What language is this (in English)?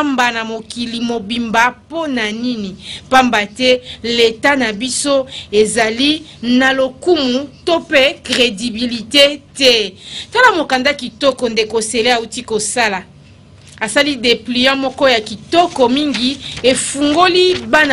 Lingala